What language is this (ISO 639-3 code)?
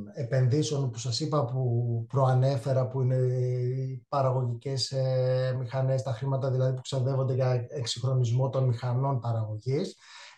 ell